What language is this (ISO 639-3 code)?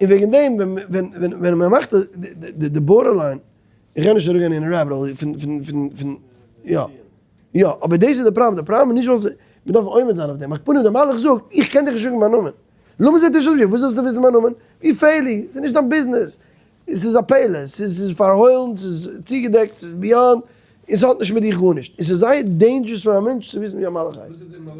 yid